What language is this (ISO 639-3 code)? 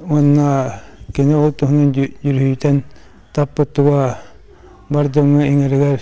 sah